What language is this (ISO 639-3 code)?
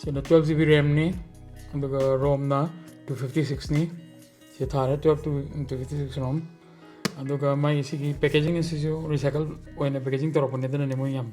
mni